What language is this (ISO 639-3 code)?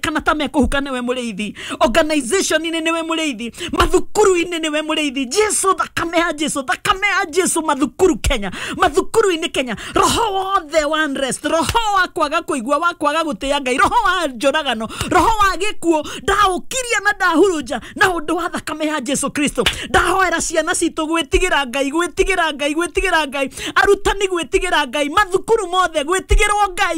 kik